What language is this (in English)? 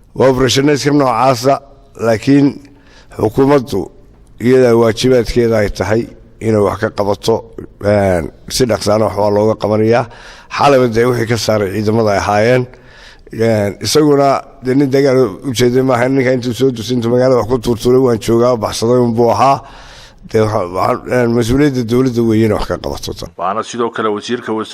Somali